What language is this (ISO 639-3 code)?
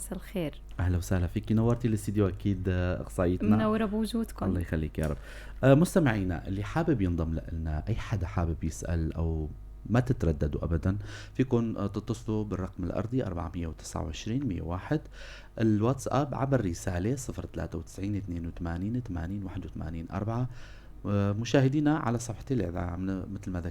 apc